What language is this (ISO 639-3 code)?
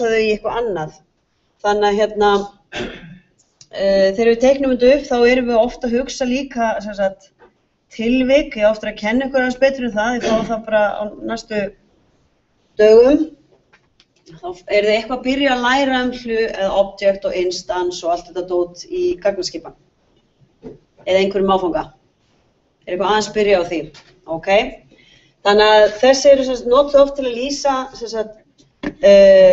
isl